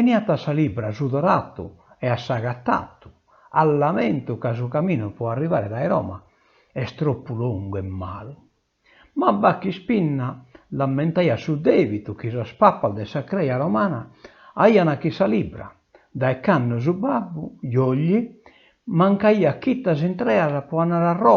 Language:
Sardinian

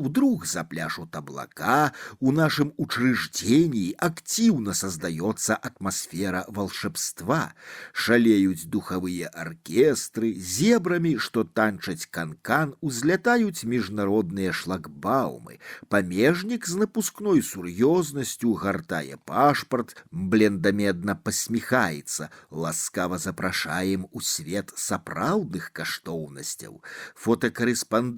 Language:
Belarusian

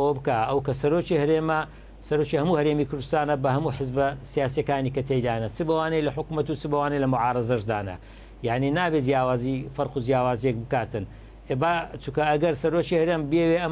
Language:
Central Kurdish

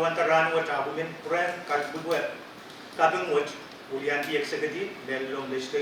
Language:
Pohnpeian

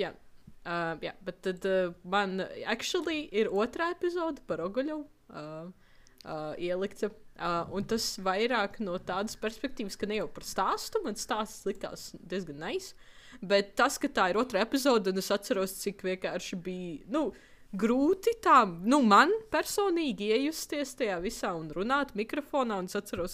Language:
Latvian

